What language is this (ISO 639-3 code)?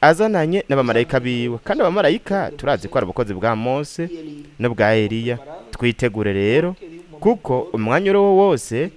run